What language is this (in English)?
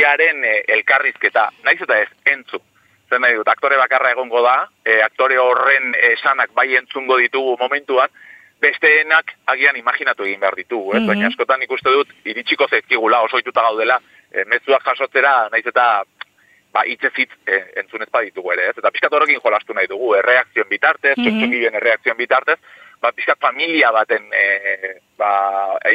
Basque